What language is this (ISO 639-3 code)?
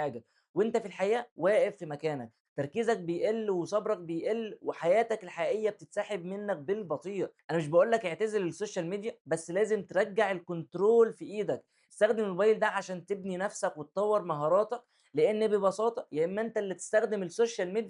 arz